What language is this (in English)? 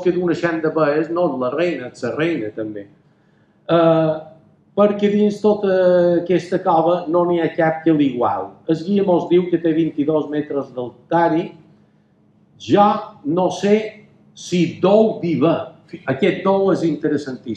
Catalan